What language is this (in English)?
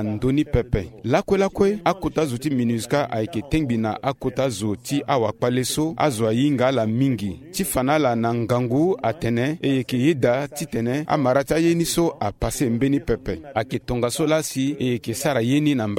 Sango